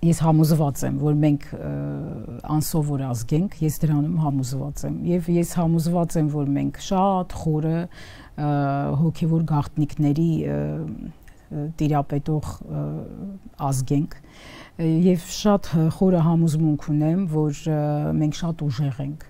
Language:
Armenian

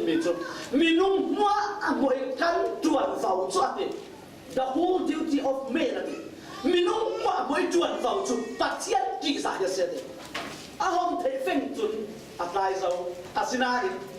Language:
Falam Chin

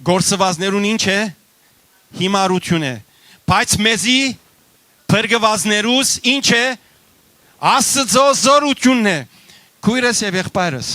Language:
Western Armenian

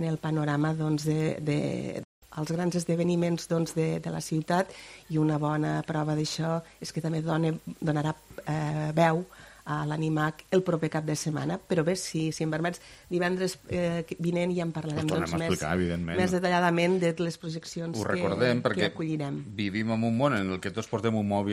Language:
Catalan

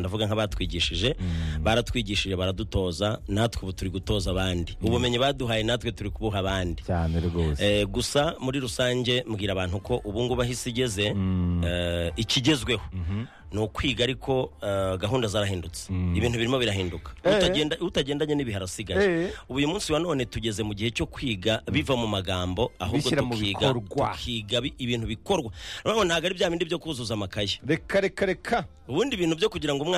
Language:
Kinyarwanda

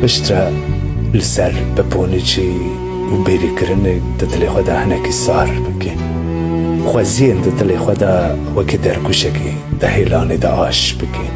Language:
Kurdish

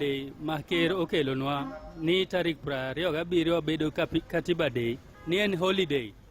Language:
Luo (Kenya and Tanzania)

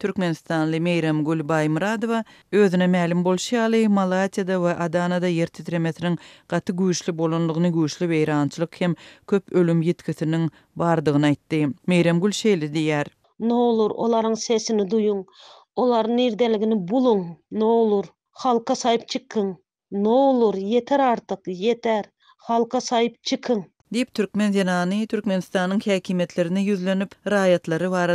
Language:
Turkmen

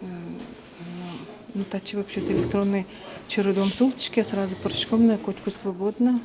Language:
Udmurt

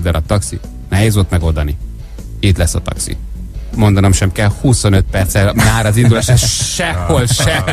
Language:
Hungarian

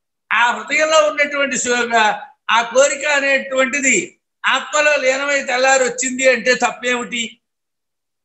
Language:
Telugu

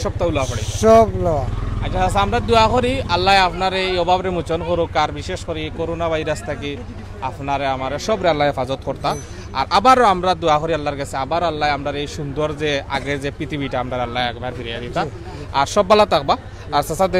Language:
Sylheti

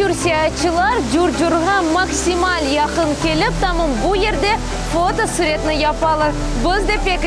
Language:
Crimean Tatar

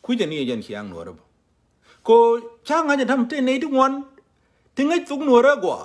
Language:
Nuer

